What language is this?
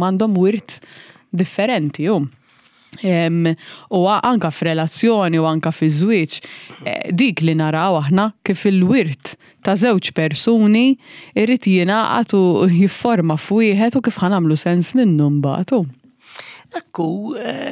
Maltese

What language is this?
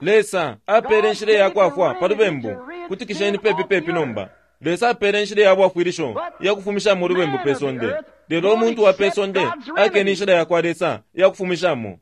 Bemba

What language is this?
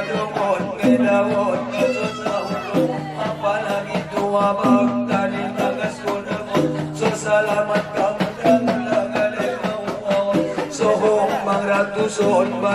Batak Angkola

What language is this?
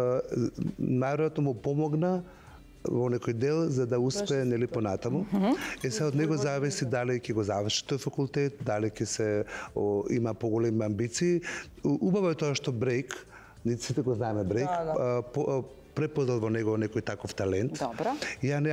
Macedonian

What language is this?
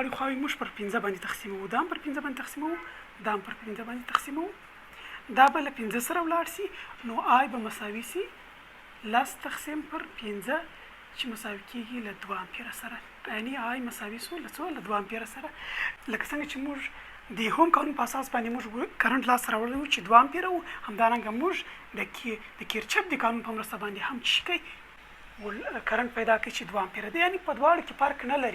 Pashto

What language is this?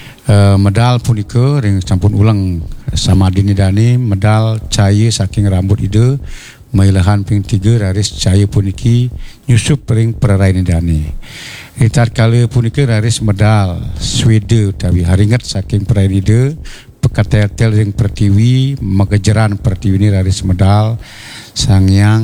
Balinese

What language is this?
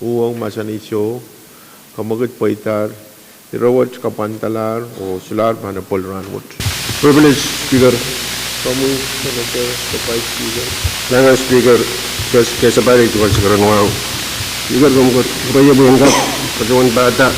Pohnpeian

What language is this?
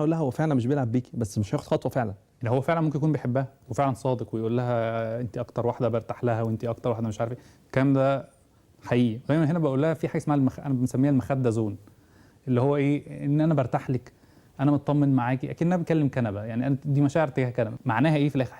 Egyptian Arabic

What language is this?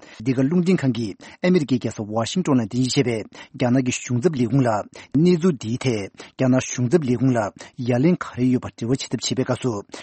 Tibetan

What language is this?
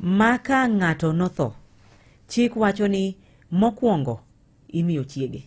Luo (Kenya and Tanzania)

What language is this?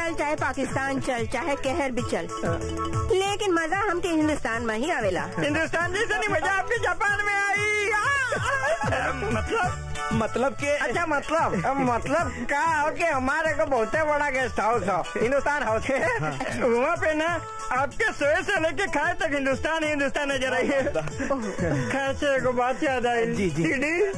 Bhojpuri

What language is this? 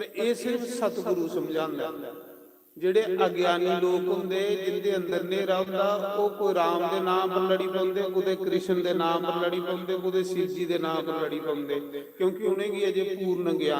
Dogri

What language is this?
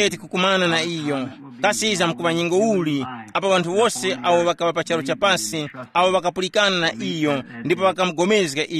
Tumbuka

